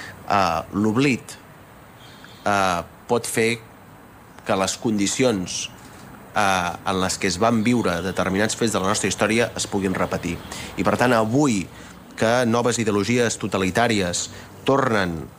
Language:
Catalan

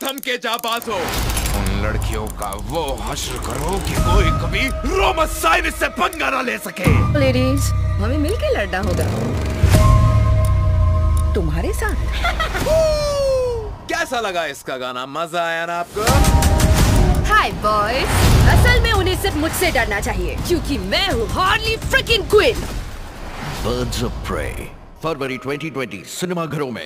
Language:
Hindi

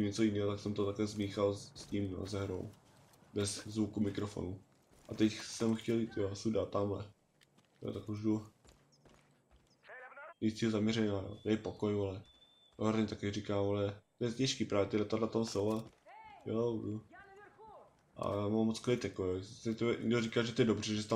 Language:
Czech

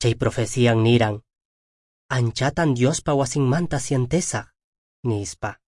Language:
Quechua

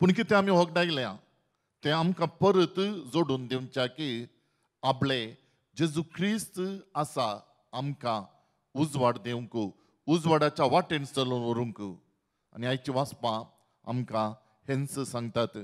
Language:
Konkani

